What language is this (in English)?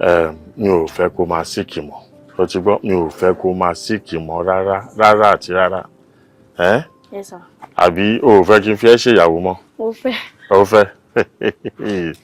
Yoruba